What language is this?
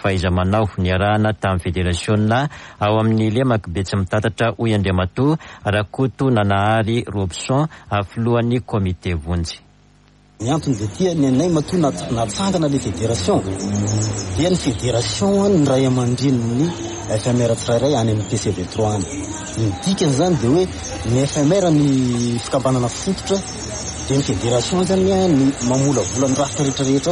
Malagasy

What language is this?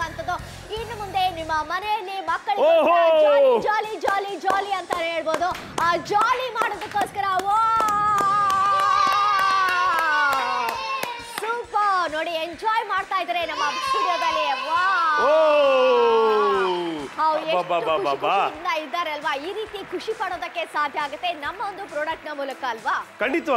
Kannada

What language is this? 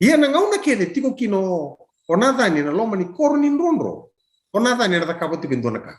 Fijian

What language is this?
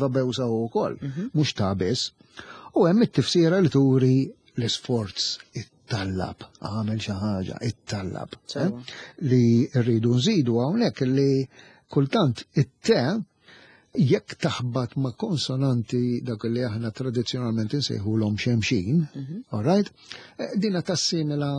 Maltese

